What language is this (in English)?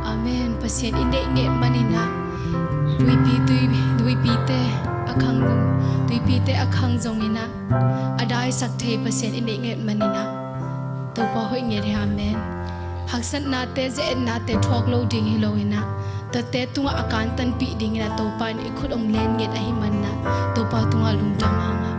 Tedim Chin